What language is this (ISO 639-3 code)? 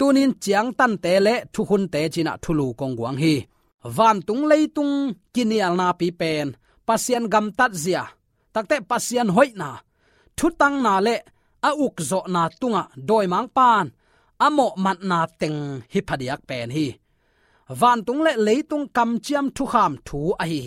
ctd